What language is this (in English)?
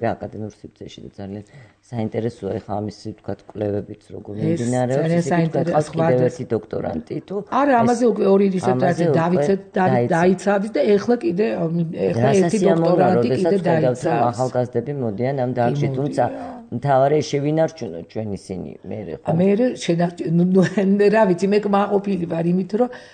Georgian